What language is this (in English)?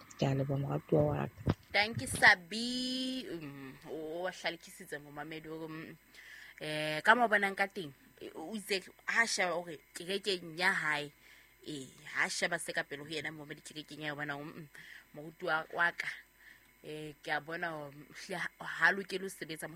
Southern Sotho